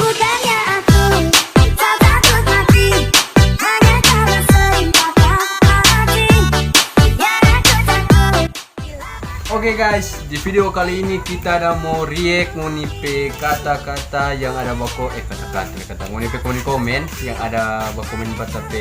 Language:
Manado Malay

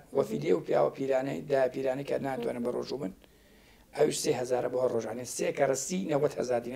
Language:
Central Kurdish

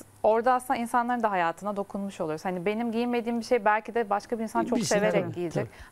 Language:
Turkish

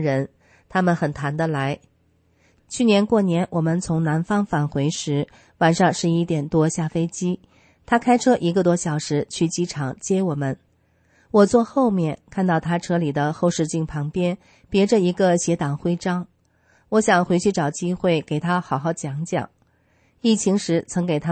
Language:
Chinese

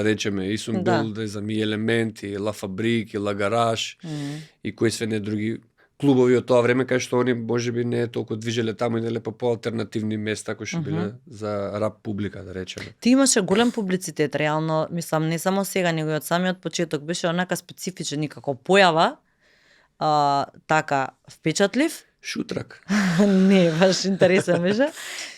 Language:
Macedonian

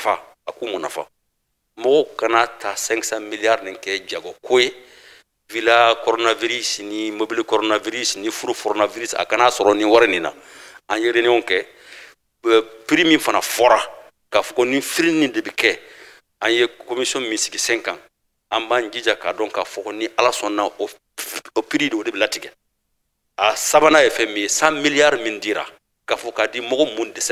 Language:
Bambara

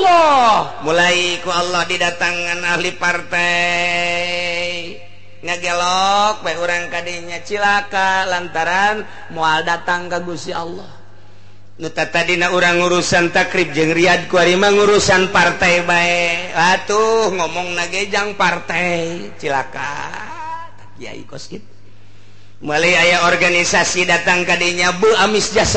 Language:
Sundanese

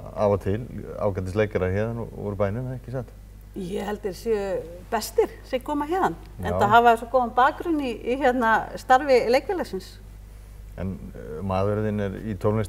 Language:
Icelandic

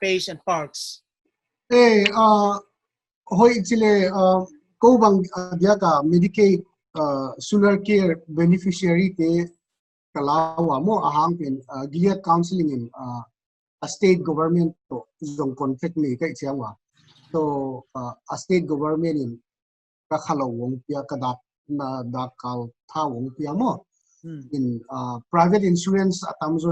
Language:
Paite Chin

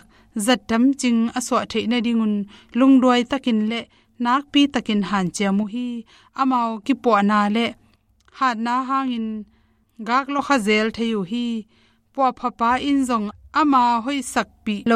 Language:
Tedim Chin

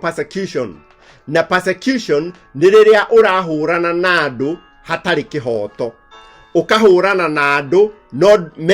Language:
Kikuyu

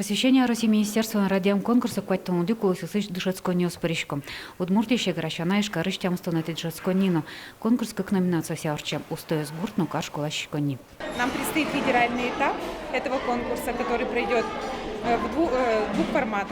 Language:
Udmurt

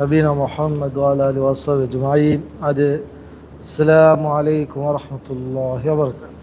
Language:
Divehi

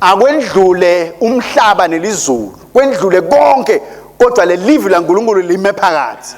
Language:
Swati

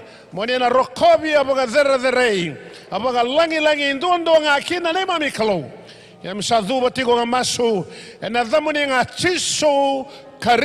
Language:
Fijian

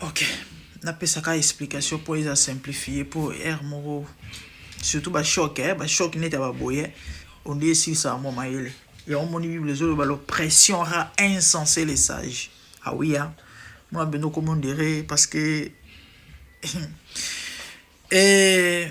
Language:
Lingala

